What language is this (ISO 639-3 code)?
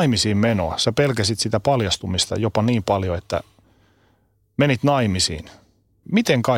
fin